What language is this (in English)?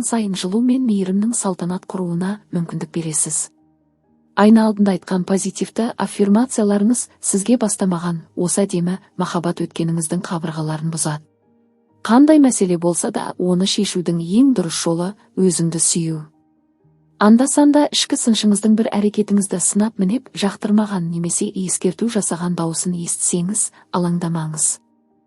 Kazakh